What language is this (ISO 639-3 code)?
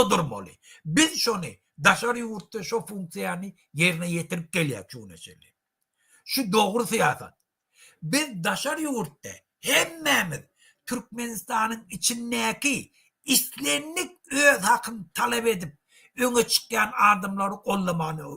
tuk